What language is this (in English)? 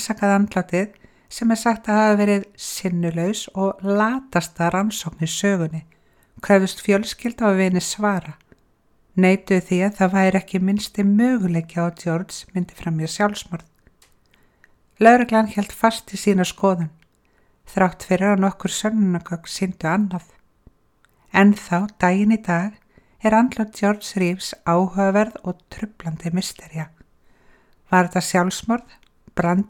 Icelandic